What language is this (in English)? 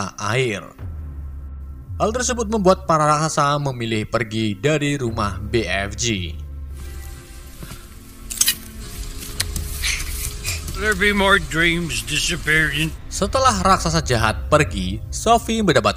Indonesian